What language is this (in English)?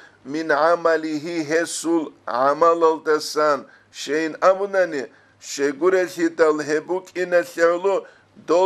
Avaric